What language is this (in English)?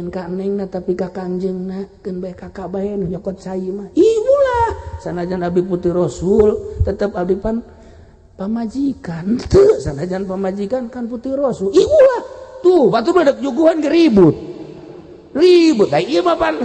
Sundanese